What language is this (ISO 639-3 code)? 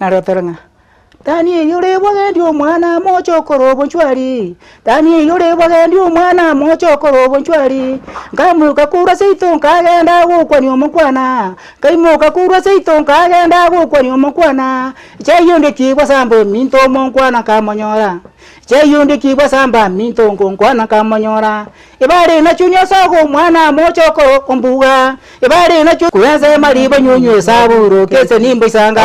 guz